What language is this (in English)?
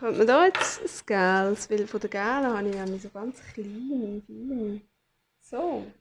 Swiss German